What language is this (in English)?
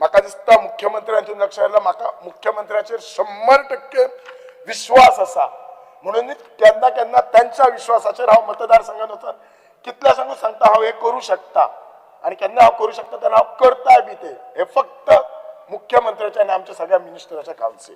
Konkani